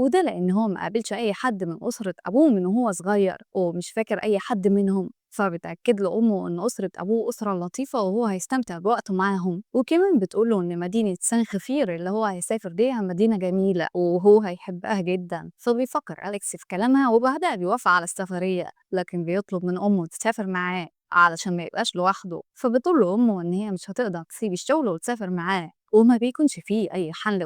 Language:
Egyptian Arabic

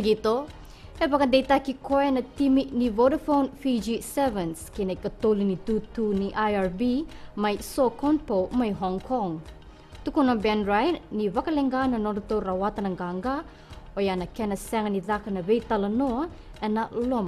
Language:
Fijian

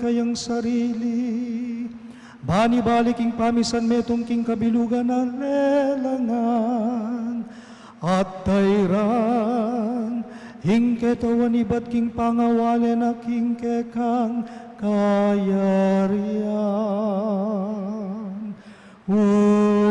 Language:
Pampanga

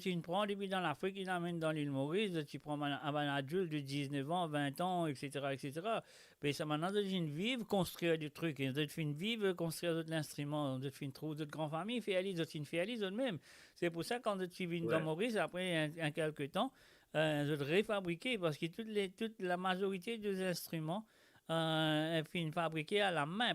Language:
Morisyen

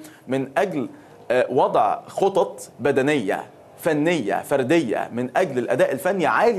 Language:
Arabic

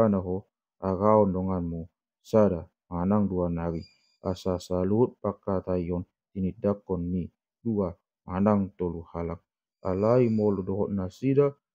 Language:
Batak Toba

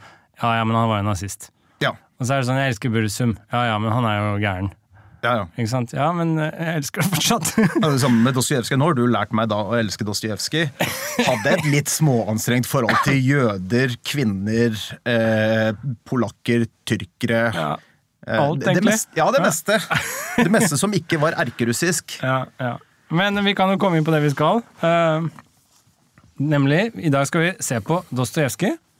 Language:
Norwegian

